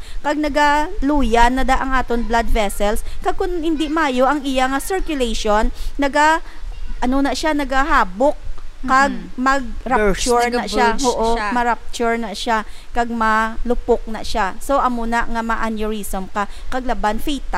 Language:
Hiligaynon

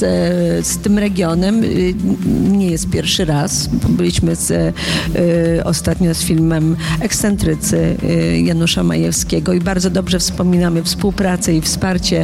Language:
Polish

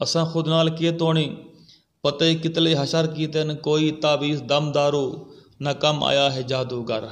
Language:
Saraiki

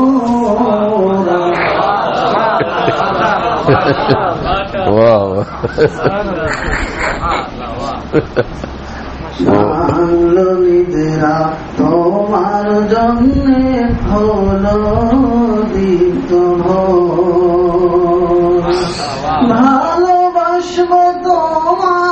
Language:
Bangla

